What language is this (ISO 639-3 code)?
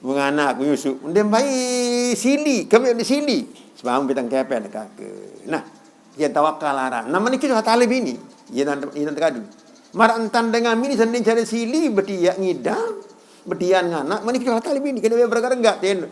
sas